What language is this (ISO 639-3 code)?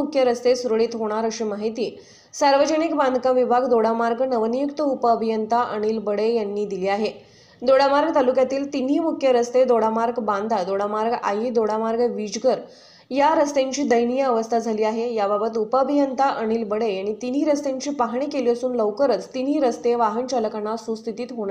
mar